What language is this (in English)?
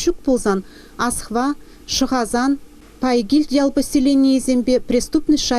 Chuvash